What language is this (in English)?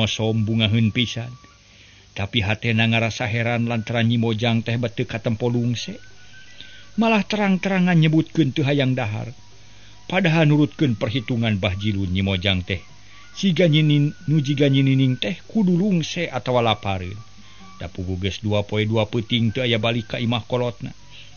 Sundanese